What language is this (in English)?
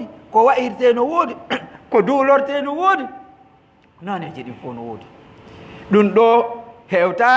Pular